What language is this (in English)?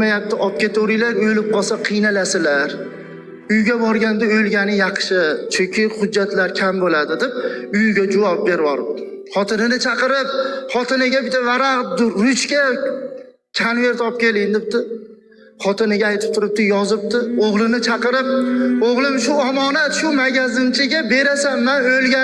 Uzbek